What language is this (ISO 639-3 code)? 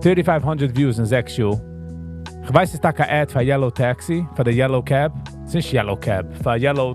yid